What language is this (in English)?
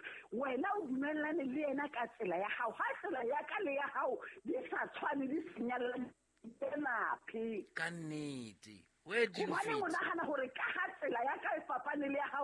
Southern Sotho